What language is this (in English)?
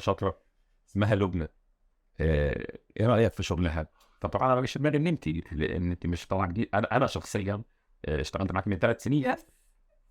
Egyptian Arabic